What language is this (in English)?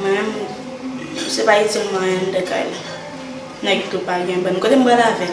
Haitian Creole